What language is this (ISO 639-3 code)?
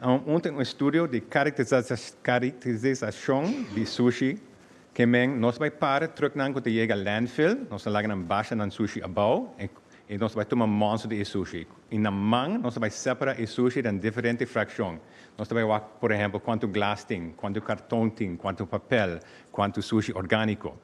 pap